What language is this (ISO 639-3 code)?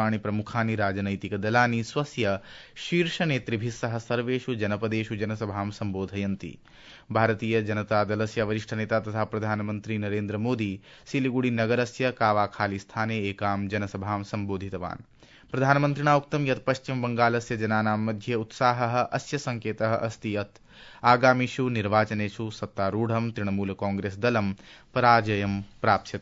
san